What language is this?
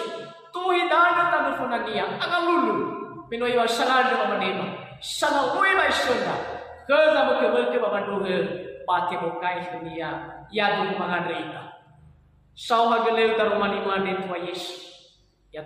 Nias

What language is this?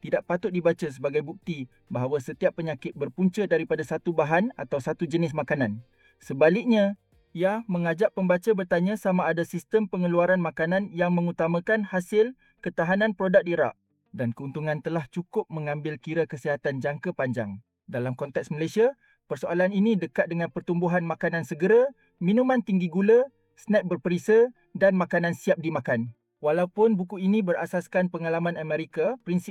Malay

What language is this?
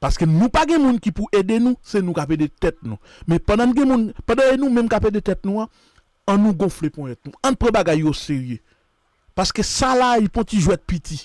Haitian Creole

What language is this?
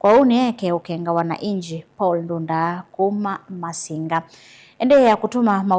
Kamba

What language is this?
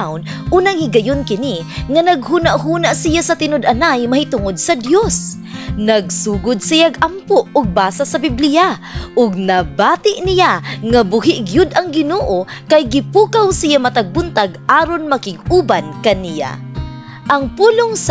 Cebuano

